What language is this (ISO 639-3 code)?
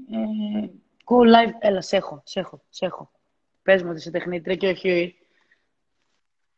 ell